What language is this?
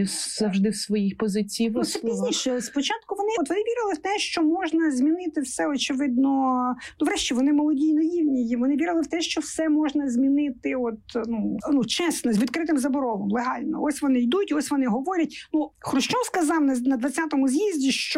Ukrainian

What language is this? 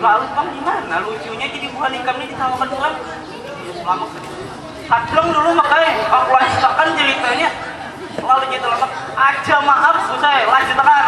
Banjar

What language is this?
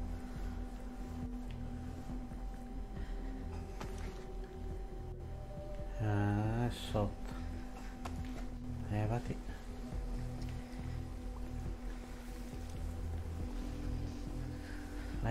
Italian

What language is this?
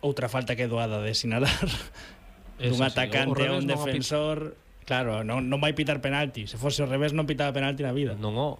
Galician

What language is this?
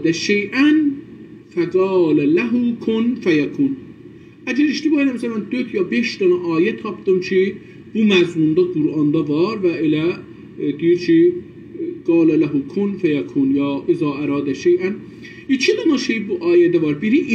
South Azerbaijani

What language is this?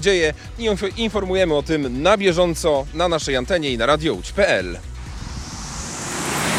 Polish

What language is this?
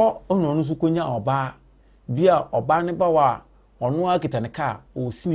Akan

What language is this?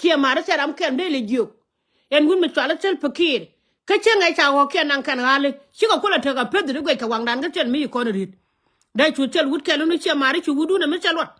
Nuer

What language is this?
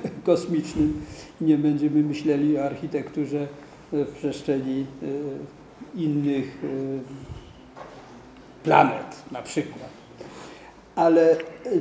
Polish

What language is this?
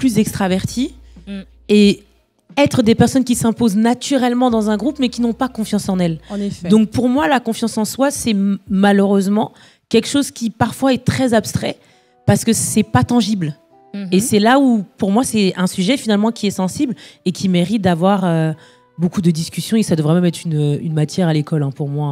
French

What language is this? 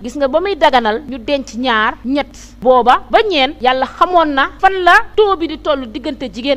Wolof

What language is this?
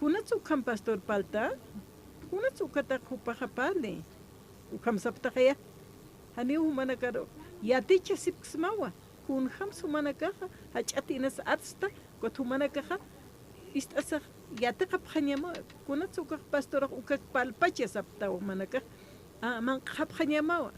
Aymara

